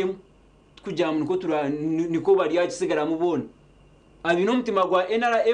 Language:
Nyankole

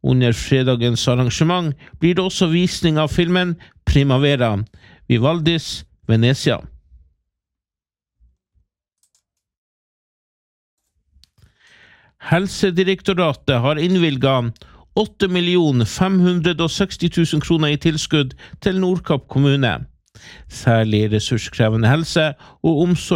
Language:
Norwegian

